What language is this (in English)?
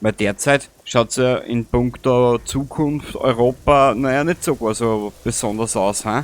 Bavarian